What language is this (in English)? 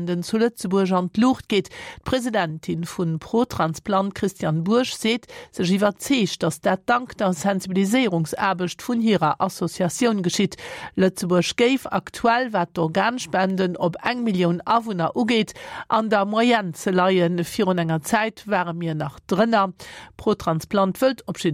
Luxembourgish